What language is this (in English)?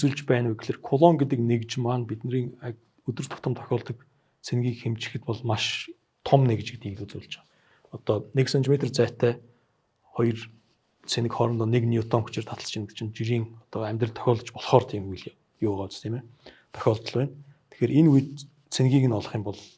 Mongolian